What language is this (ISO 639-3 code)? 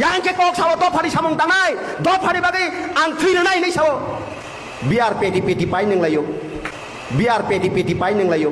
trp